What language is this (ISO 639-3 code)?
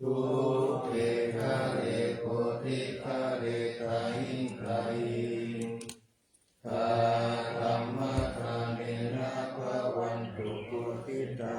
pli